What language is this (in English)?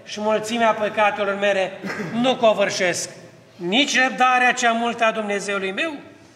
Romanian